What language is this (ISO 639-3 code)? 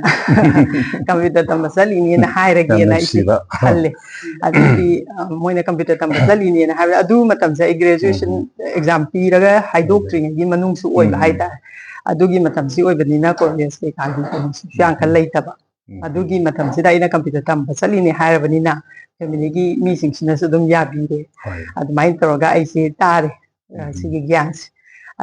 mni